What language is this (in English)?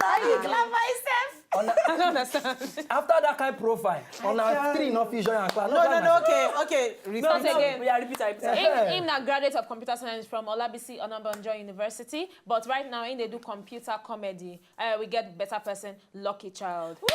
Nigerian Pidgin